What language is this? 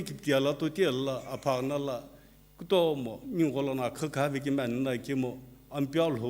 Sumi Naga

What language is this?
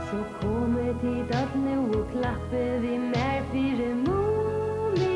Faroese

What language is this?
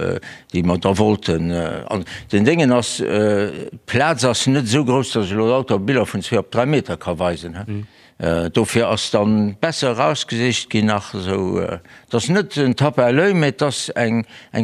Luxembourgish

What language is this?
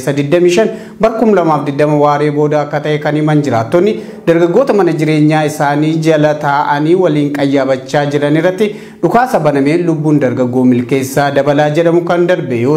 Oromo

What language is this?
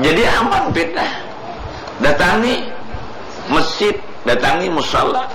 Banjar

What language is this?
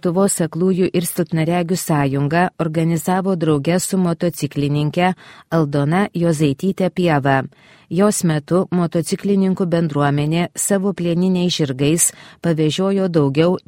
Lithuanian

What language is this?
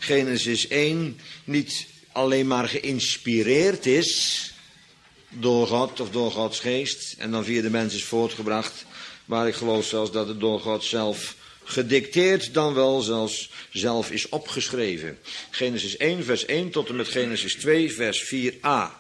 Dutch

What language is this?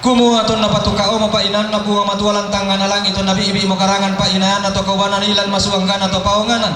Toraja-Sa'dan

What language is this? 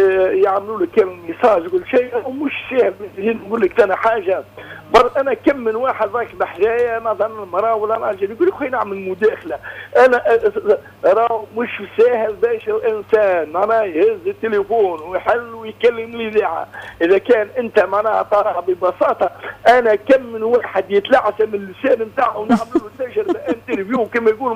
Tunisian Arabic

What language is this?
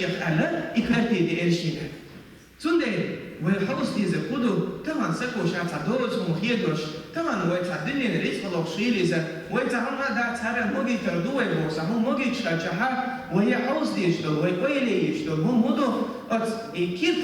Chechen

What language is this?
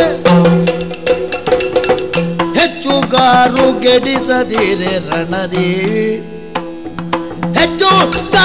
Kannada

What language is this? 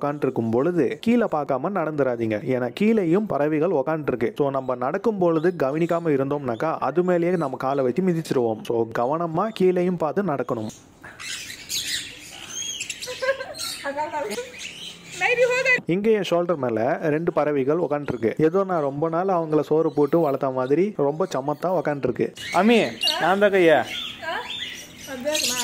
Tamil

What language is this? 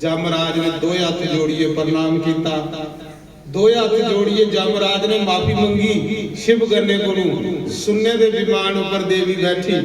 Dogri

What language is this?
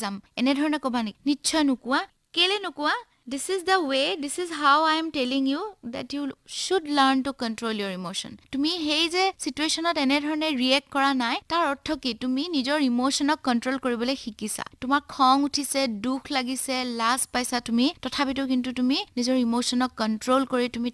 Assamese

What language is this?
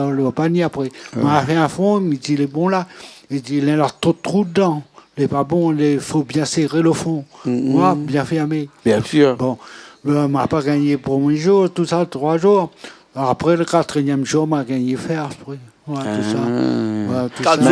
Réunion Creole French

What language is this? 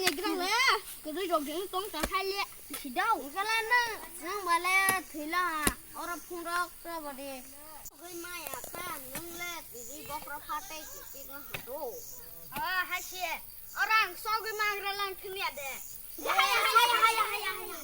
Kok Borok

